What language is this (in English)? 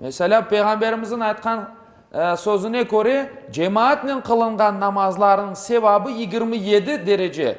Crimean Tatar